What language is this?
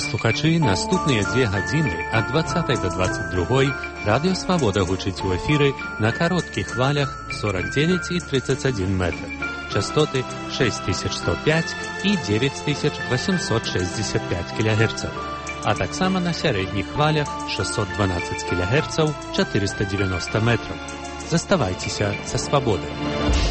Belarusian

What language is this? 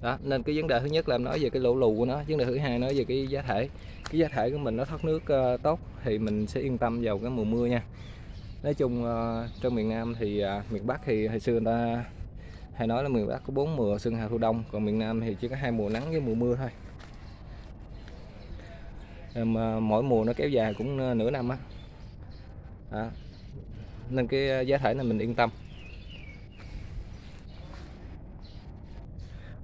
Vietnamese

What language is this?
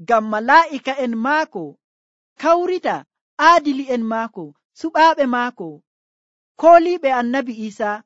Nigerian Fulfulde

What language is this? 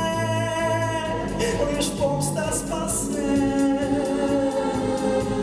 Ukrainian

